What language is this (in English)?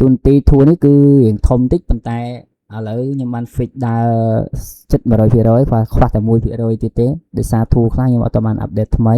Khmer